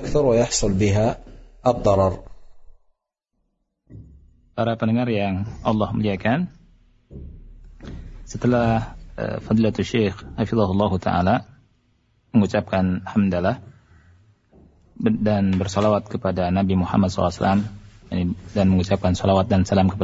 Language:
Indonesian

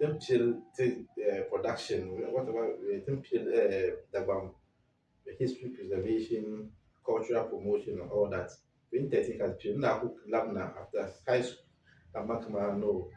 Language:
Dagbani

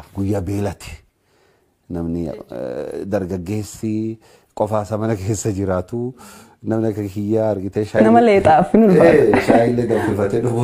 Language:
Oromo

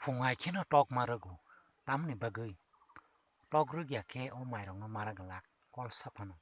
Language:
Kok Borok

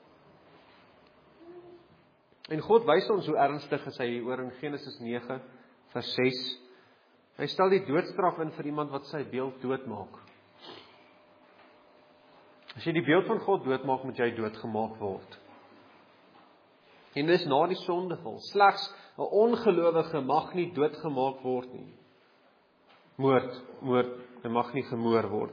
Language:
Afrikaans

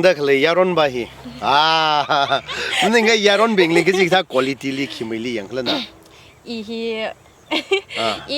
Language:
Tangkhul Naga (India)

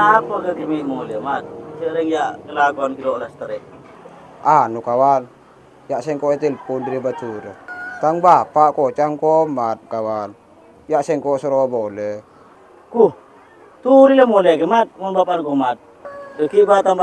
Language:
Madurese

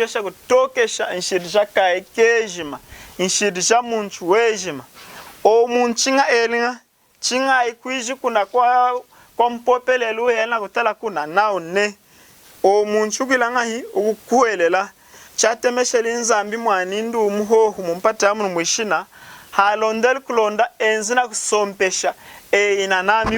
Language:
Lunda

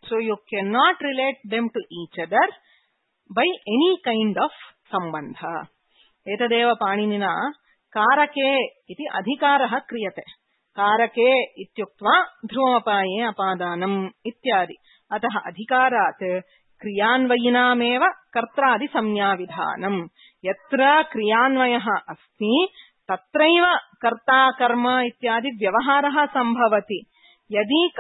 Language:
Sanskrit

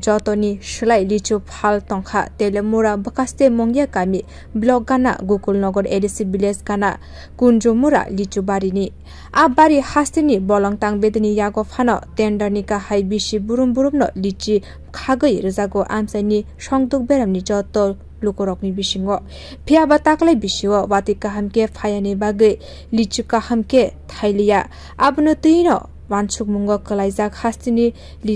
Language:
Kok Borok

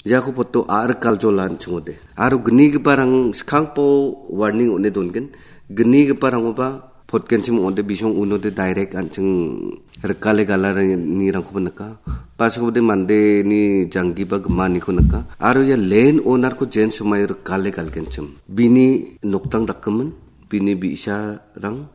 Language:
Garo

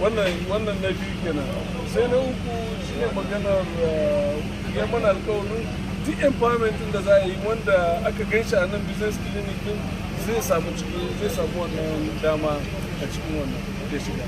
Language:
Hausa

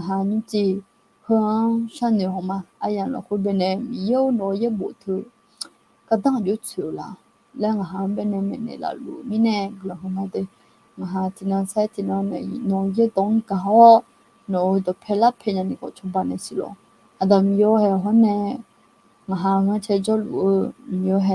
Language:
Akha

